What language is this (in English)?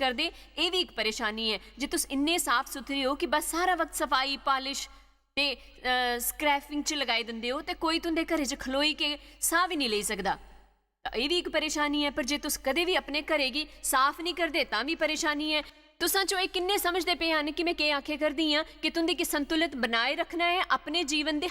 Dogri